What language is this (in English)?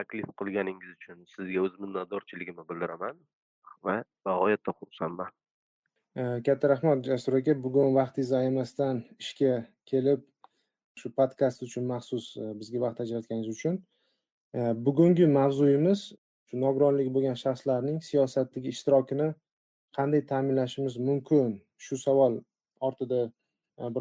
Uzbek